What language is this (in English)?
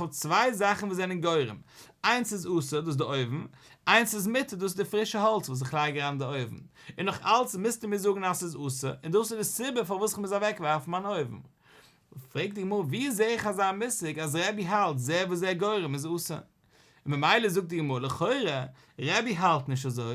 Yiddish